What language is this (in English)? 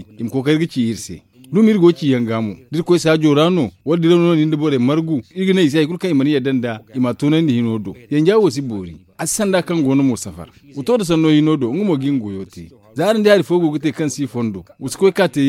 Zarma